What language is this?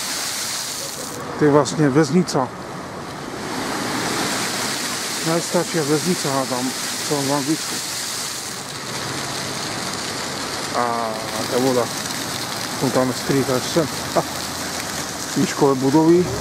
Slovak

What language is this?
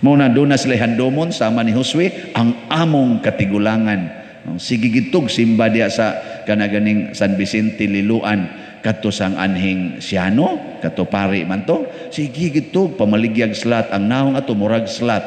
Cebuano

